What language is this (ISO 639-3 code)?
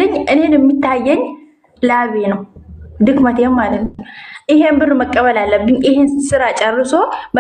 amh